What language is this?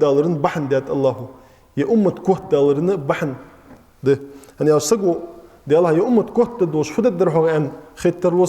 Ingush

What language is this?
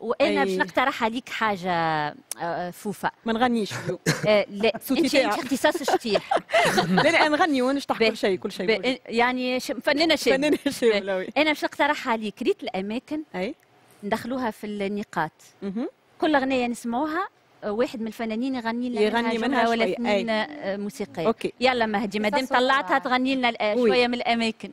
Tunisian Arabic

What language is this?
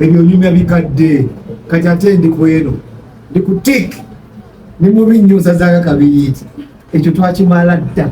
Ganda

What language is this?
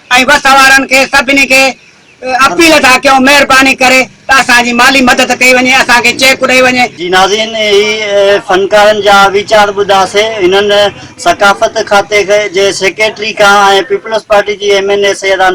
Sindhi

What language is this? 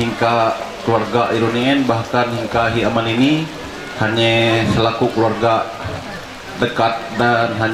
Ma'anyan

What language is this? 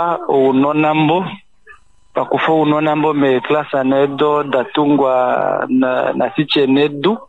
Kuanyama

